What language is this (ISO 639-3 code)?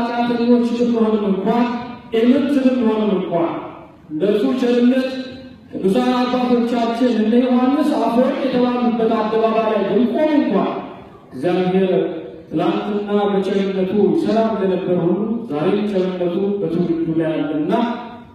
amh